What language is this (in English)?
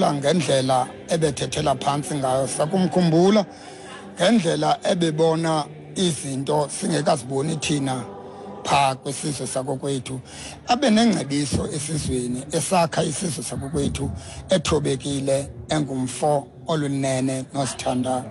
Xhosa